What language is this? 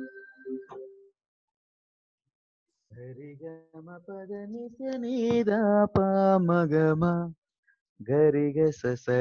Telugu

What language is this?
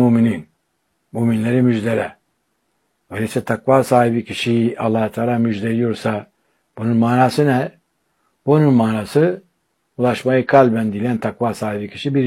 Turkish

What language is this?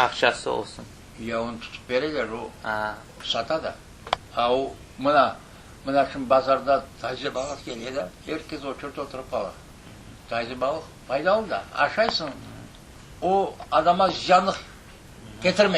Crimean Tatar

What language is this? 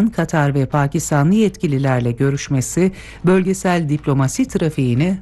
Turkish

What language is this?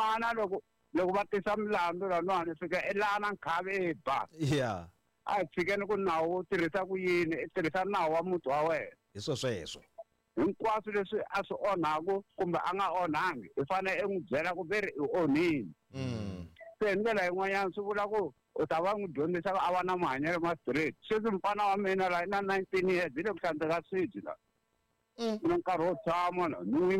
Tsonga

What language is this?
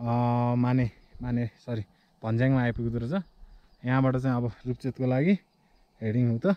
Nepali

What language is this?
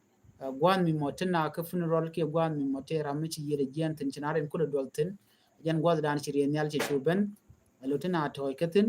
Nuer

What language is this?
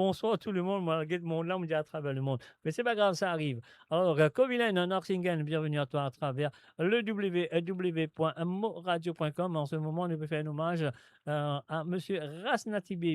Morisyen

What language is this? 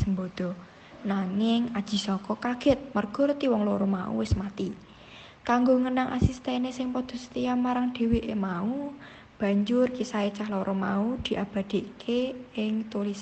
Javanese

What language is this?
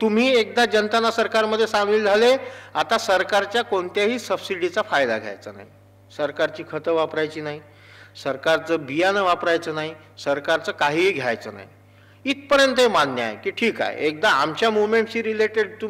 Marathi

